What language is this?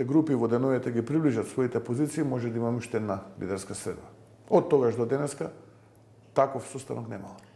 Macedonian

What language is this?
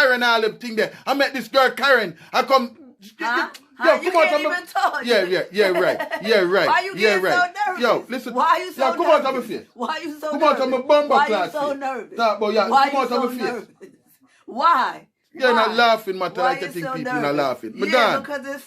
Jamaican Creole English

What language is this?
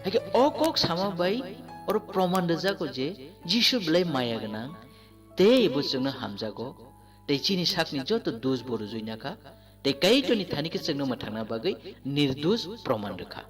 Kok Borok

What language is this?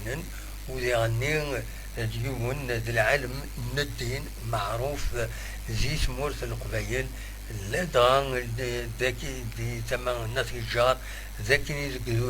Kabyle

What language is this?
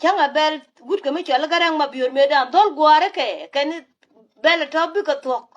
Nuer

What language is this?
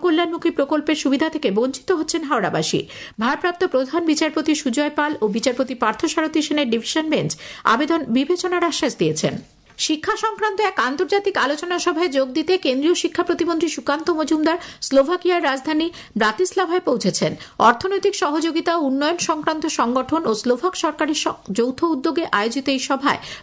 Bangla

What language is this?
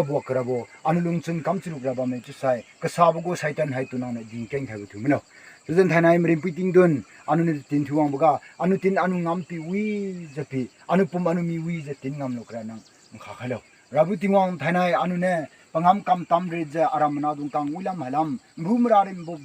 Naga Pidgin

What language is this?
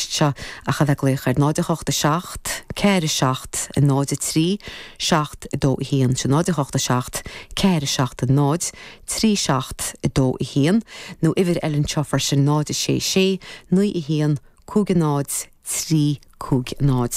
Irish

